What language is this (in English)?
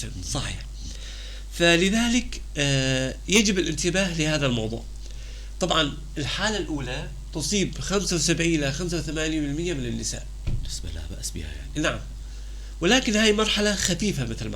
North Levantine Arabic